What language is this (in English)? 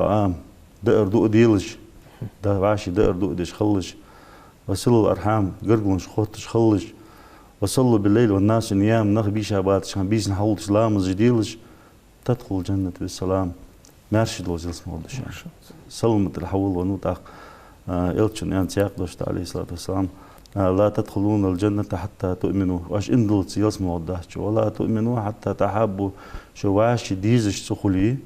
Ingush